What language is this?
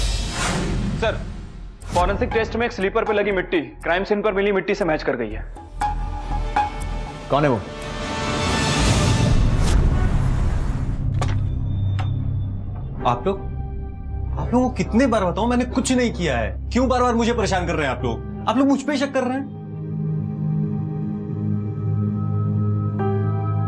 Hindi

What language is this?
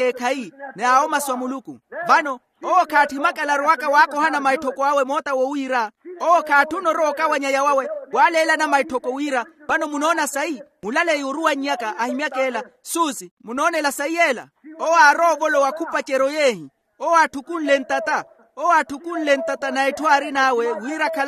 Makhuwa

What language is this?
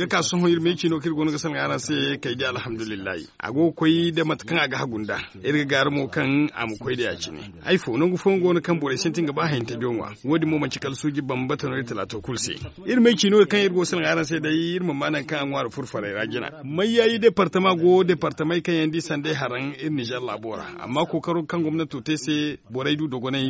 Zarma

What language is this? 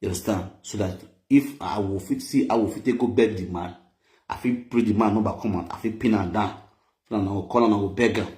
Nigerian Pidgin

